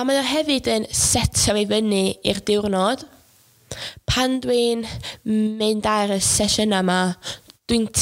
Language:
Welsh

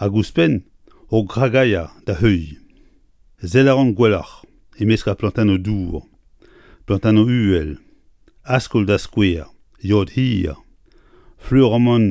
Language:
Breton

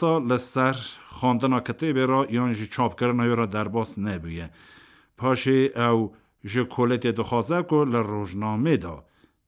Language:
Kurdish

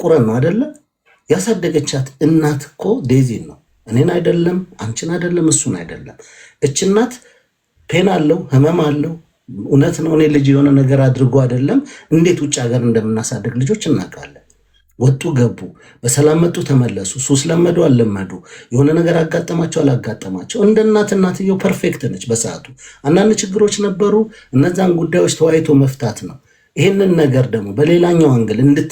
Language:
Amharic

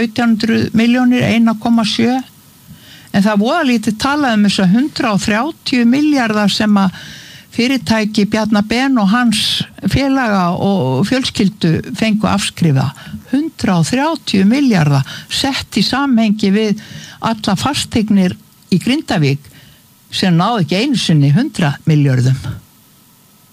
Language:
Icelandic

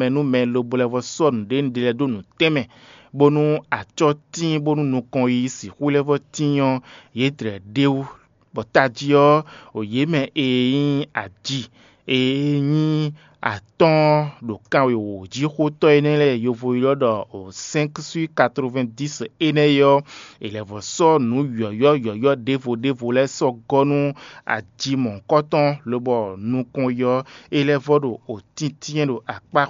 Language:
Fon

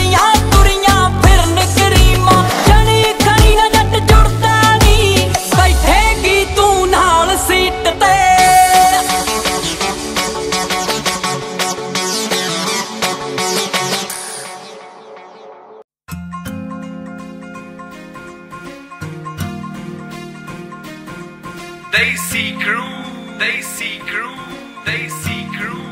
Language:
Punjabi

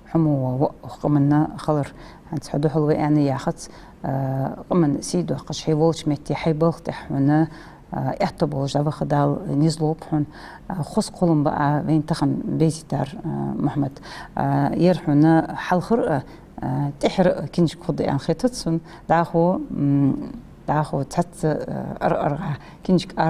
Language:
Ingush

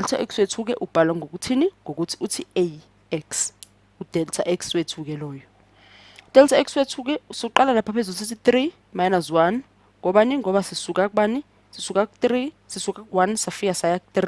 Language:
Zulu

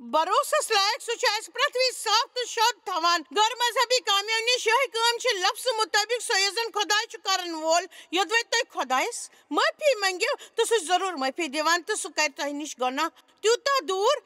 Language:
Kashmiri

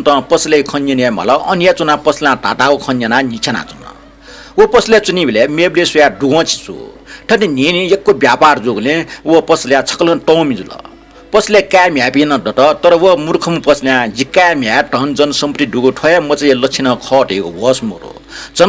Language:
Newari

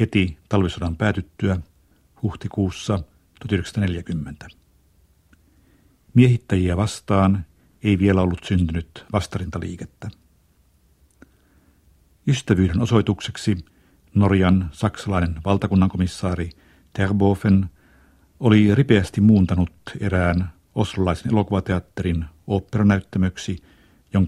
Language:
Finnish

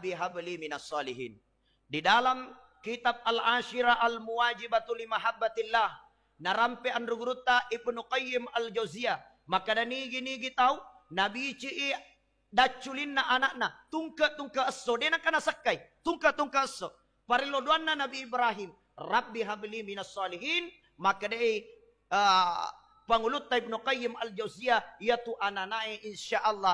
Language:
Buginese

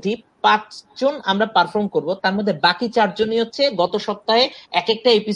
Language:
Bangla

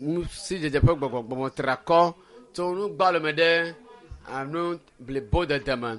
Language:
Ewe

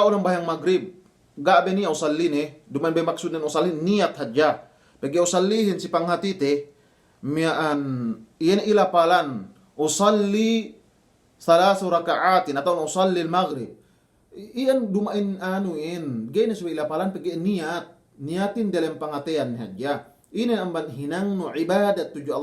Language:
Yakan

